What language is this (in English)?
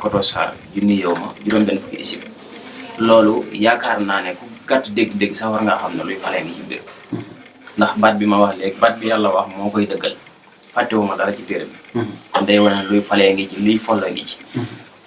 Wolof